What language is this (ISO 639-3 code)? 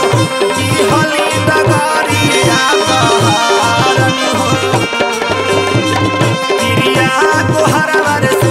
bho